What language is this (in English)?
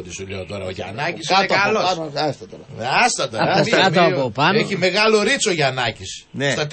Greek